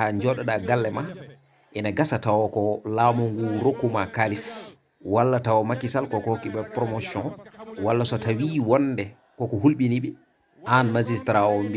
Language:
Fula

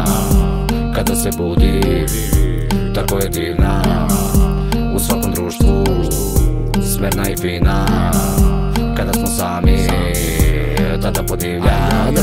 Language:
Serbian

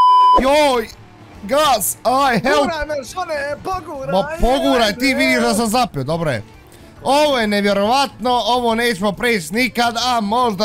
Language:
Bosnian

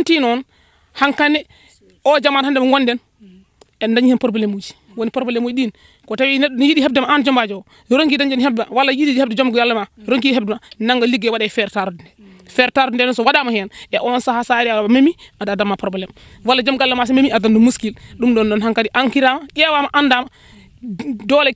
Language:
Fula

